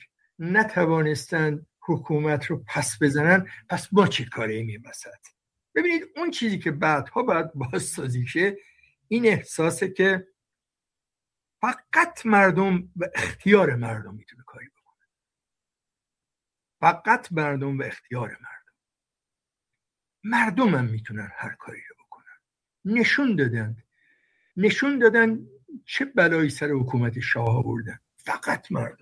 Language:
Persian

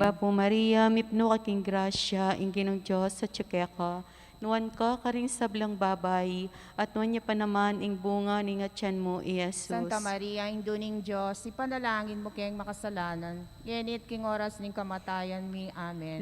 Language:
Pampanga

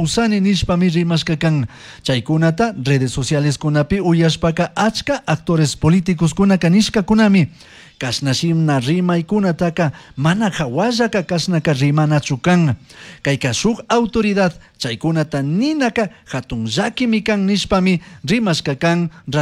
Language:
Chimborazo Highland Quichua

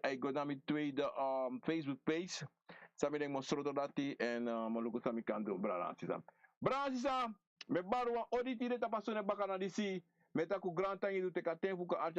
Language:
Sranan Tongo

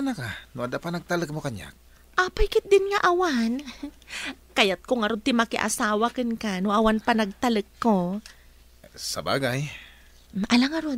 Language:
Iloko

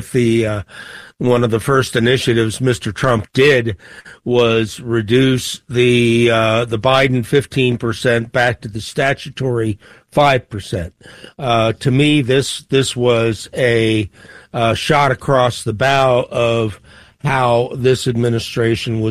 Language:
English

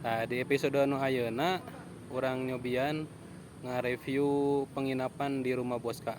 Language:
Sundanese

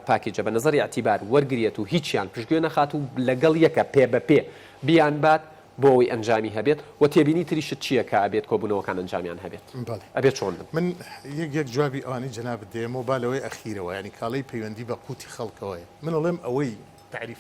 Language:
Central Kurdish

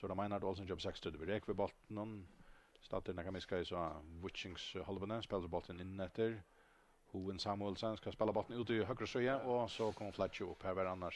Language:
Faroese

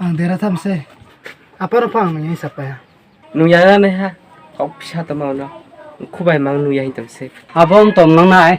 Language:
Riang (India)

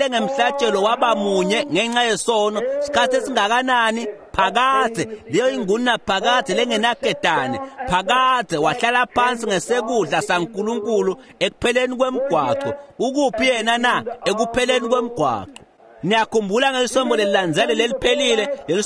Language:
Swati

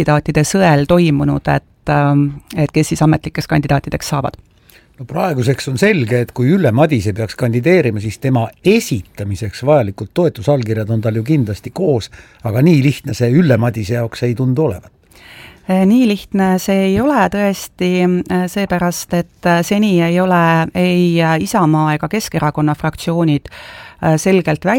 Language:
Estonian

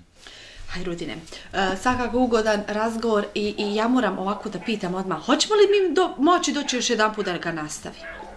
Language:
Bosnian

